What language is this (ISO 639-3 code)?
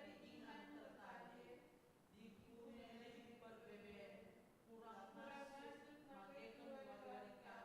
btx